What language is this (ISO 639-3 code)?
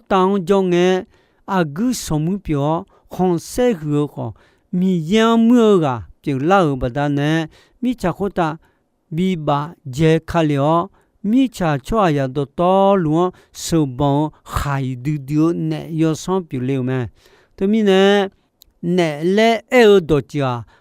ahk